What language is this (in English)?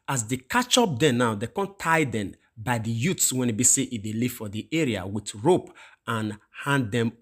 Nigerian Pidgin